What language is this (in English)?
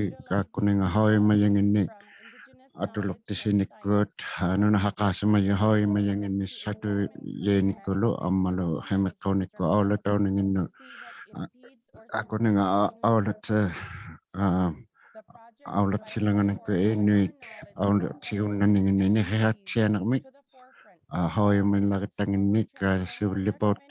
Inuktitut